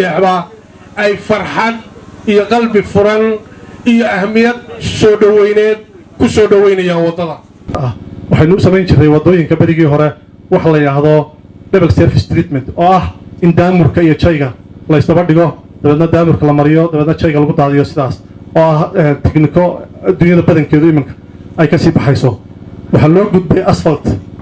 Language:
Somali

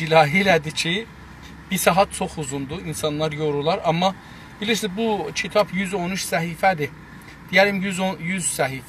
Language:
South Azerbaijani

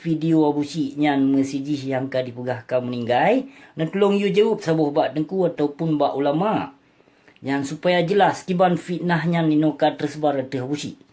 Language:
Achinese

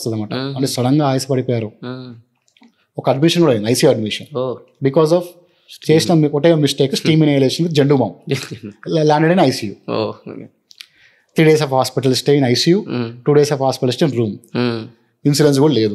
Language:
Telugu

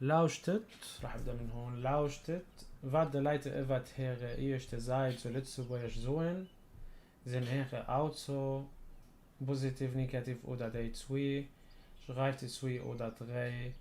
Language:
North Levantine Arabic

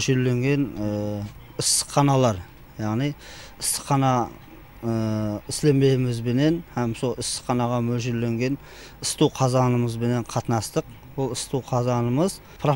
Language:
Kara-Kalpak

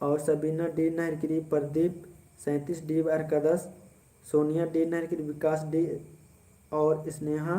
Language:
Kurukh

